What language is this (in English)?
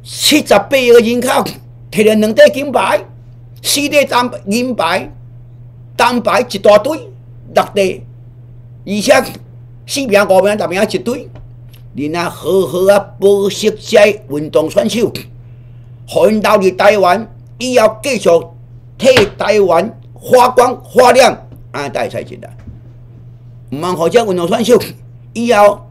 Min Nan Chinese